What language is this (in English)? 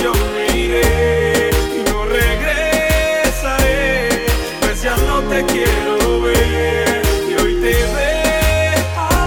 Spanish